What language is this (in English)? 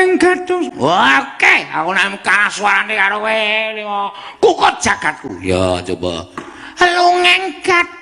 Javanese